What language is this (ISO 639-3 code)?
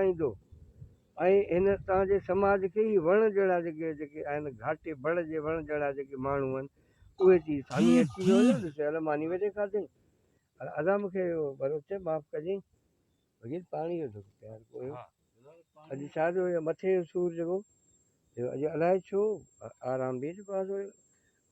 snd